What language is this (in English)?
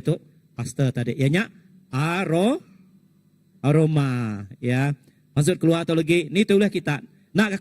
Iban